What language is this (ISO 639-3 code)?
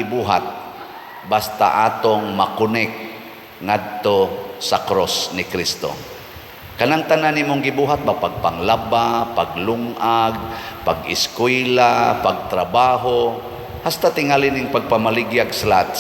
ceb